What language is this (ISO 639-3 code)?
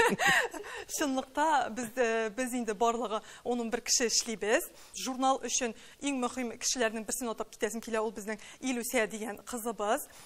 tat